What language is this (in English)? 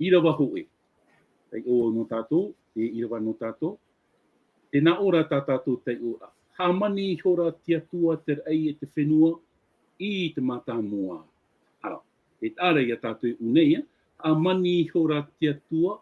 Tahitian